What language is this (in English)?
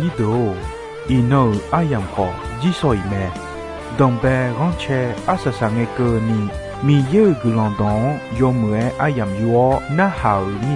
Akha